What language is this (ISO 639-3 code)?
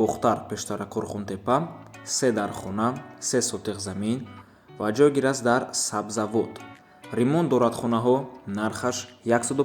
tgk